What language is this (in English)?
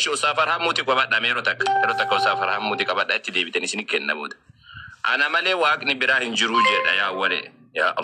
Oromo